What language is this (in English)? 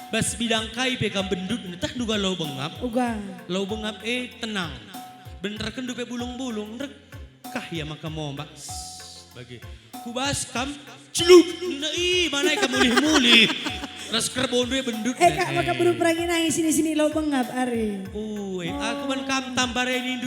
Batak Karo